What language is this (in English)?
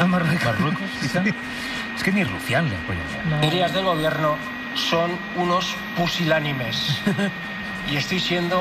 Spanish